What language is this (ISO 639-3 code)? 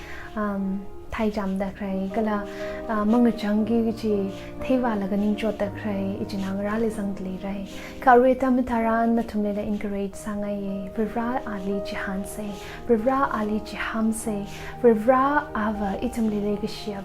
nmf